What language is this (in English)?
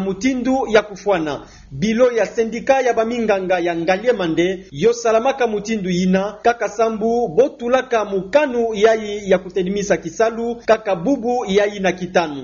Kituba (Democratic Republic of Congo)